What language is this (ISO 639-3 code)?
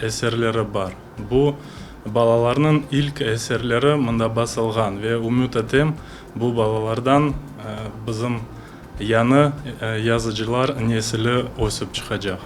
crh